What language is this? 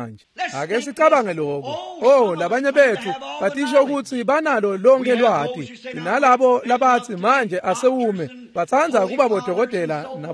Swati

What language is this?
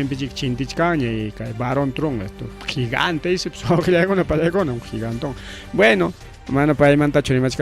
Ayacucho Quechua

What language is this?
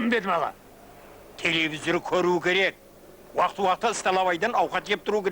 Kara-Kalpak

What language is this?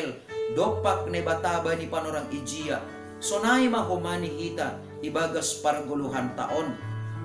Batak Simalungun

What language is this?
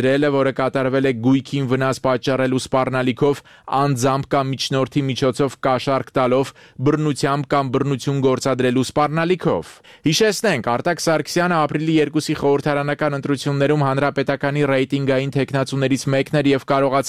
Armenian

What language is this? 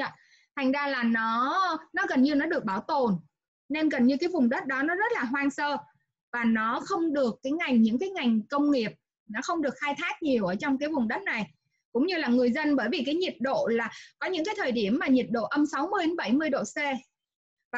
Vietnamese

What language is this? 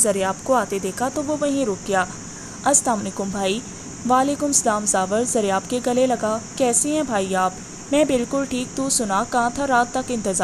Urdu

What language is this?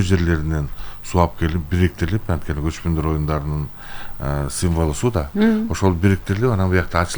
Kyrgyz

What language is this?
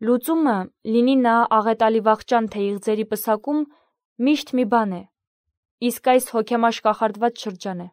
Armenian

